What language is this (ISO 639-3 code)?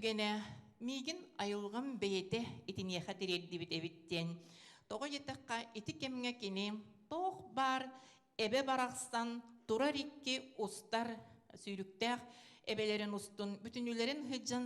sah